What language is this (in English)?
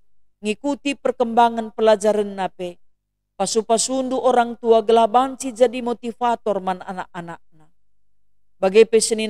Batak Karo